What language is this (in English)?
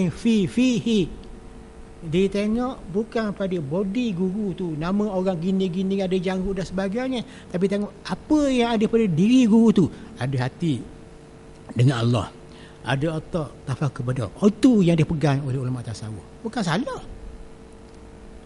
Malay